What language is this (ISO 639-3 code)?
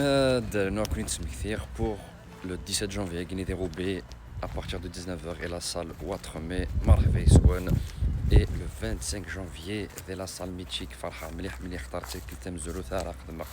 kab